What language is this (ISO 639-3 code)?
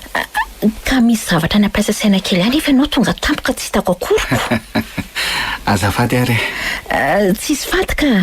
mlg